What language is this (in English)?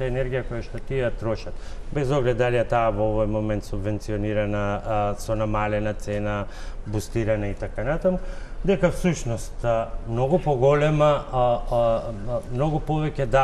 Macedonian